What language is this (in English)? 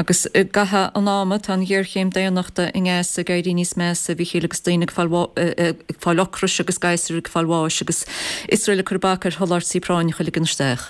Irish